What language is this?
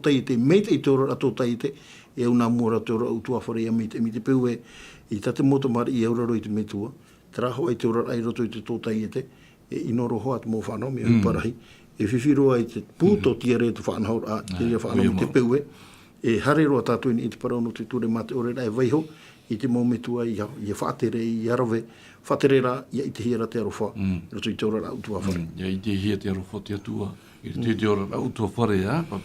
Tahitian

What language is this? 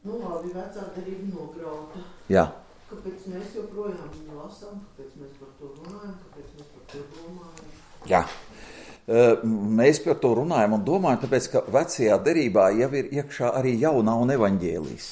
Latvian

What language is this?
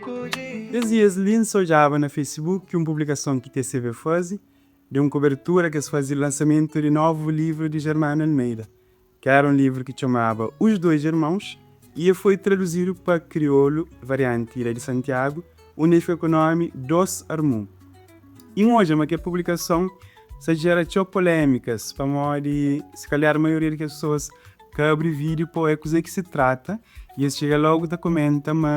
Kabuverdianu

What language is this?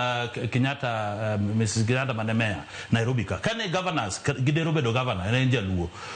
Luo (Kenya and Tanzania)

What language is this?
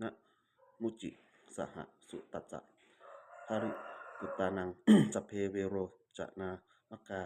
Pali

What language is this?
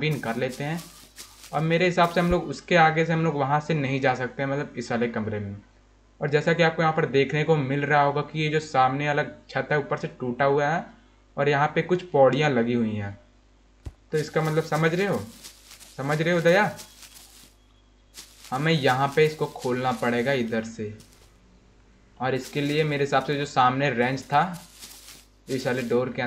Hindi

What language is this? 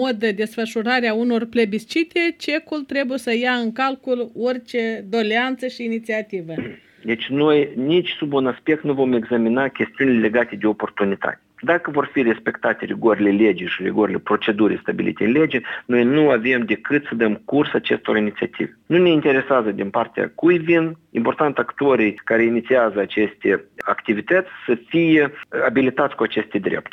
Romanian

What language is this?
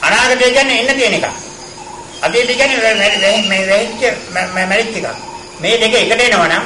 Sinhala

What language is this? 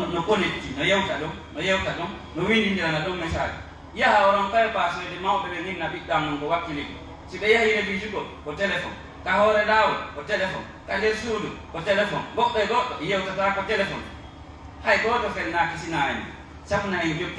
Pular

